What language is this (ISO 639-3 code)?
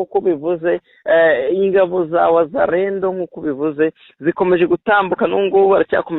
kin